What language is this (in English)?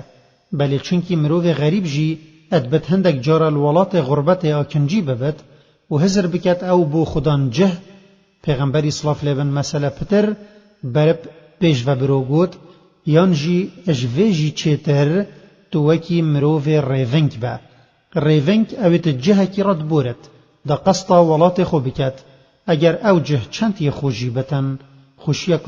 Kurdish